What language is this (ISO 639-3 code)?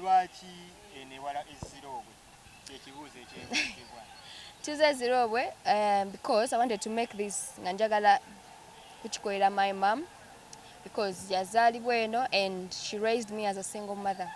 lug